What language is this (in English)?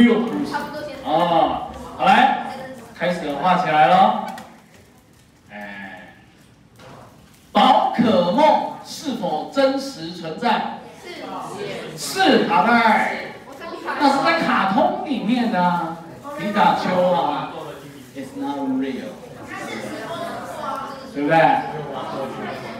Chinese